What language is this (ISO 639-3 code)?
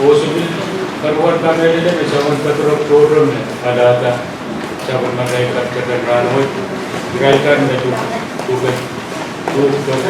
pon